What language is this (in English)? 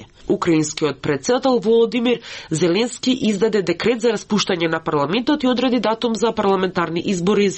Macedonian